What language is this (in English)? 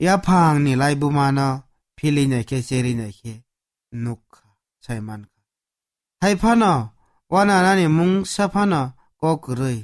Kok Borok